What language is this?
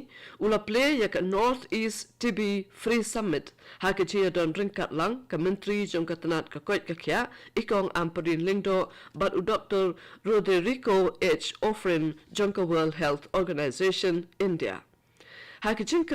Khasi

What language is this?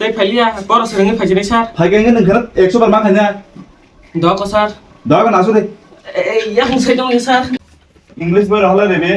Kok Borok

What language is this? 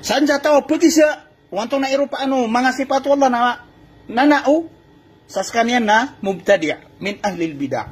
Maranao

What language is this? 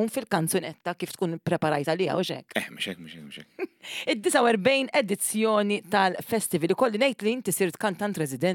Maltese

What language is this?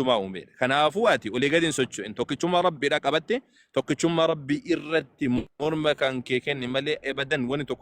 Oromo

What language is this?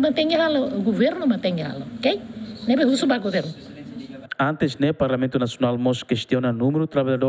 Tetum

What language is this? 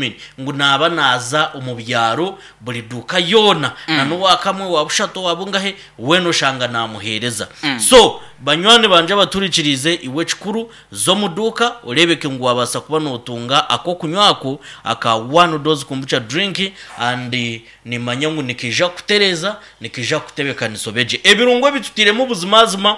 Nyankole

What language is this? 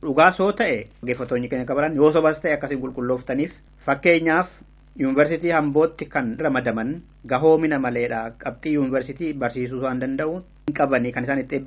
Oromo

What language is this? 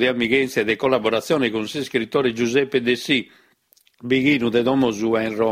Sardinian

